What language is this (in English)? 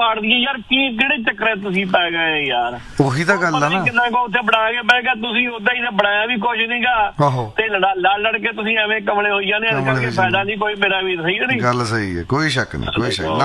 Punjabi